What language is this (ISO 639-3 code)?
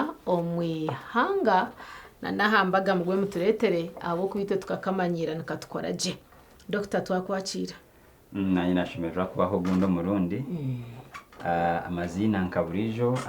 nyn